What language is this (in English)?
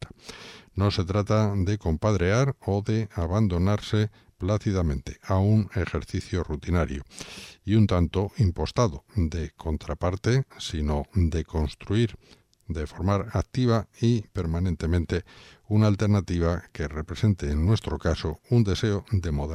Spanish